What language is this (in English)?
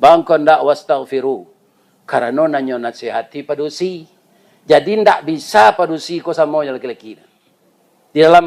Minangkabau